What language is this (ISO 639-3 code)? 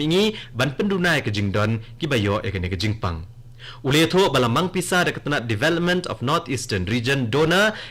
kha